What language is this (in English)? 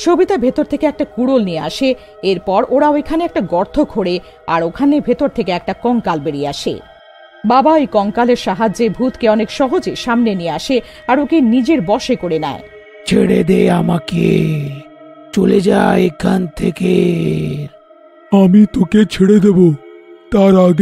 Bangla